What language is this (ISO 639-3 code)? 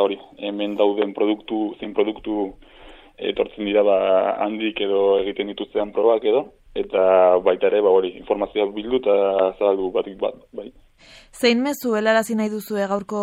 eus